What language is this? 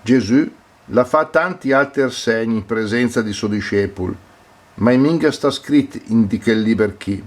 Lombard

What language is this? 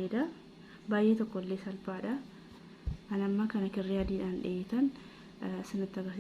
Oromo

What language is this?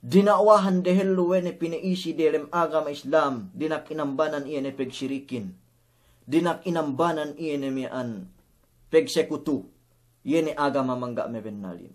Yakan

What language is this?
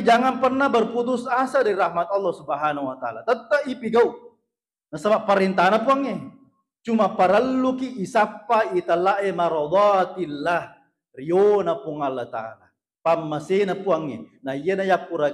Buginese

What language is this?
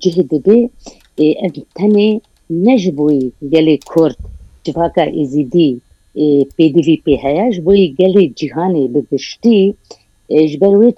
Kurdish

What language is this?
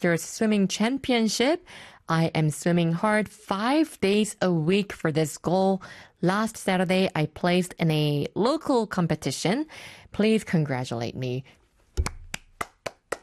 Korean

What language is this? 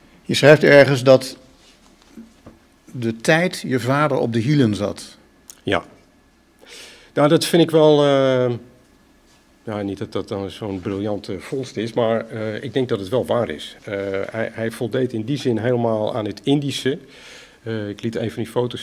Dutch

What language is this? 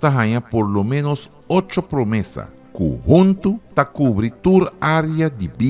Papiamento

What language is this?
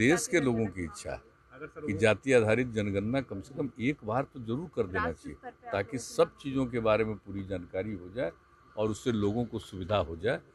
Hindi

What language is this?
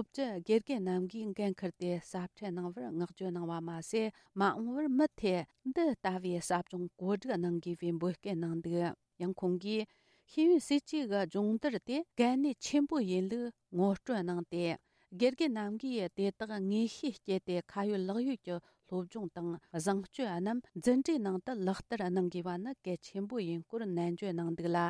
Tibetan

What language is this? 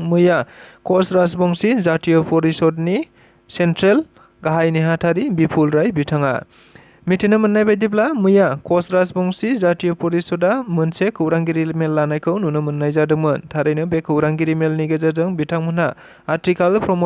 Bodo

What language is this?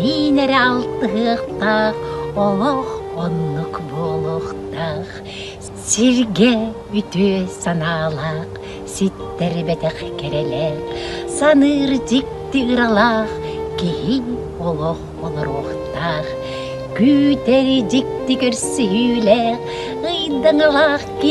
Yakut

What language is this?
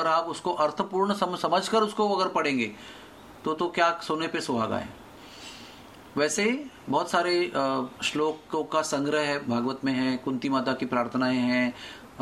Hindi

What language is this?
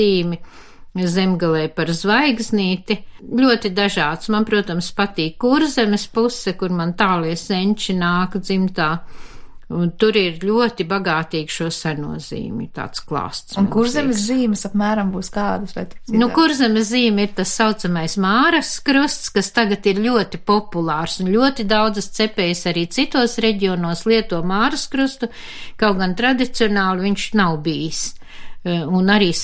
Latvian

